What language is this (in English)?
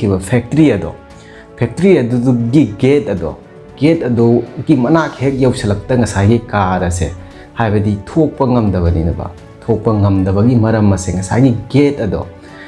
Manipuri